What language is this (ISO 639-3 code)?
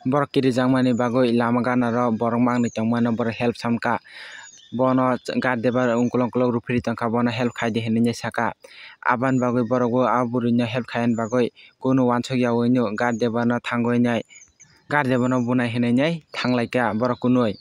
trp